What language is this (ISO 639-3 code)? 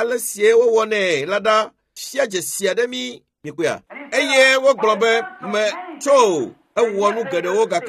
ewe